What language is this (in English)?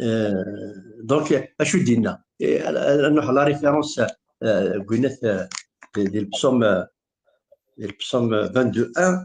Kabyle